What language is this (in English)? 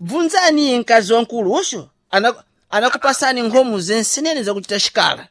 Sena